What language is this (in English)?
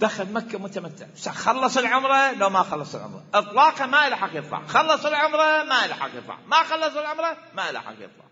Mesopotamian Arabic